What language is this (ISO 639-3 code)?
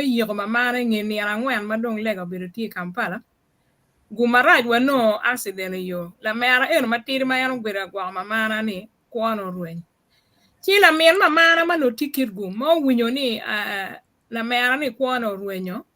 ach